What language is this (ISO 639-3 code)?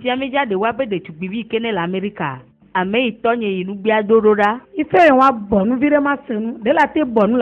ewe